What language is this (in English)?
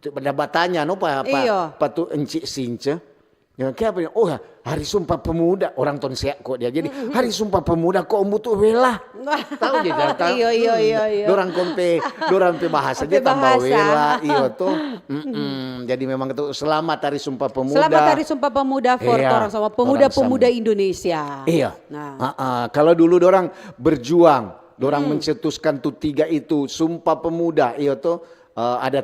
Manado Malay